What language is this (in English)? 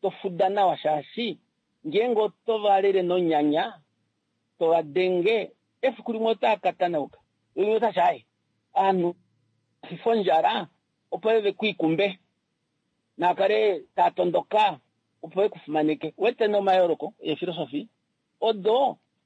Kuanyama